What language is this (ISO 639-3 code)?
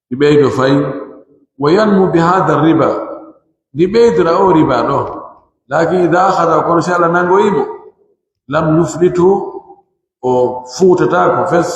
fuf